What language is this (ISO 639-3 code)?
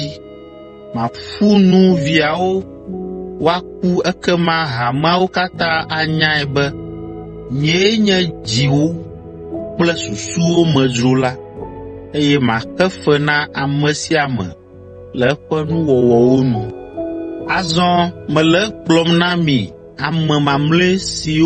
ewe